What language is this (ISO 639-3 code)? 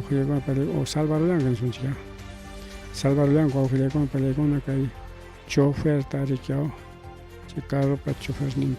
quy